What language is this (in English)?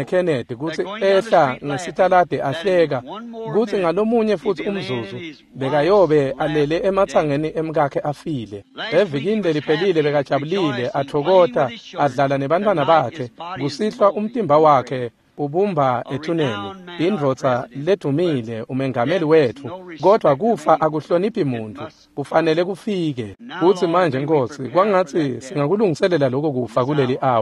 Swati